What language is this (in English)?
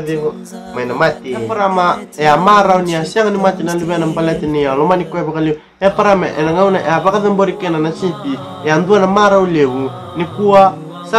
Fijian